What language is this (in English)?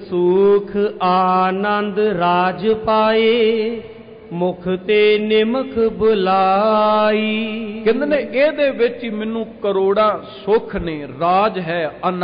Punjabi